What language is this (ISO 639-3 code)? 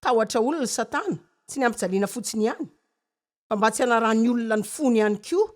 mlg